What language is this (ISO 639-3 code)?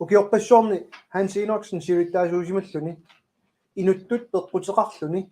kal